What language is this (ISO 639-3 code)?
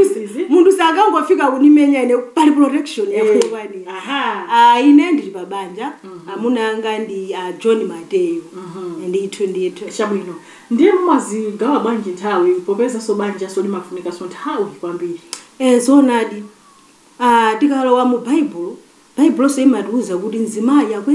nya